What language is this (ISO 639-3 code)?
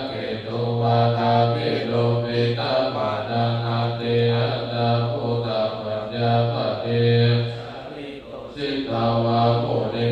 pli